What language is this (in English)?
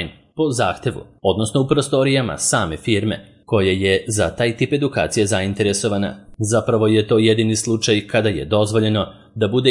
Serbian